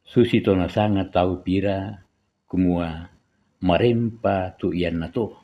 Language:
Toraja-Sa'dan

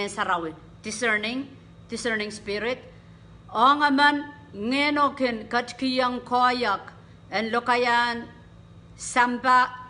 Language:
Pohnpeian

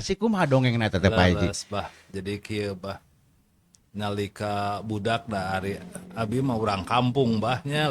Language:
Sundanese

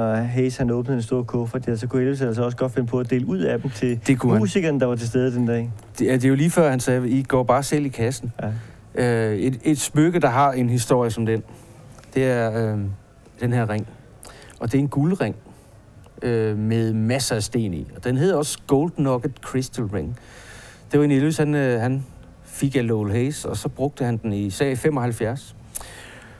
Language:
Danish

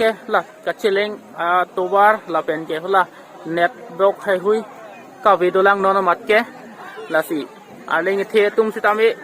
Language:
Karbi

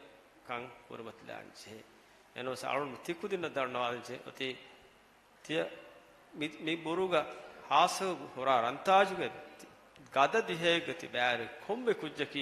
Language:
Divehi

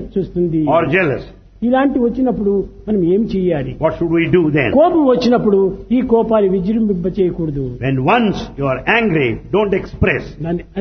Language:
Telugu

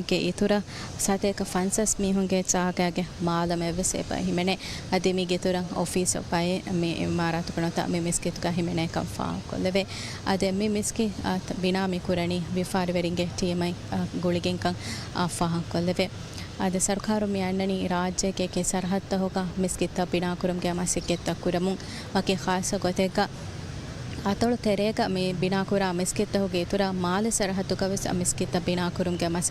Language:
Divehi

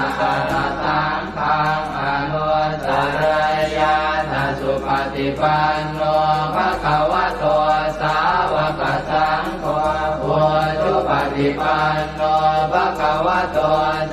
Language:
Pali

